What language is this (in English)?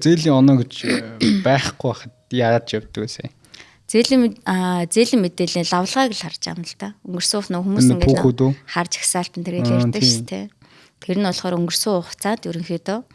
Mongolian